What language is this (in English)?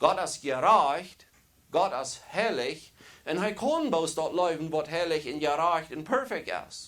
Plautdietsch